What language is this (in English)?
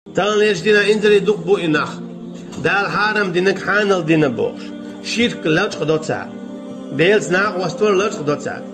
Chechen